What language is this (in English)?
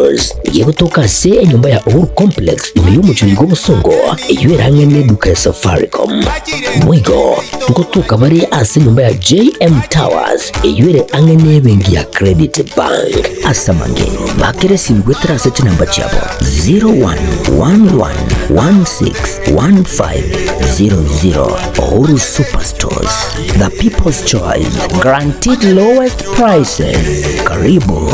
Gusii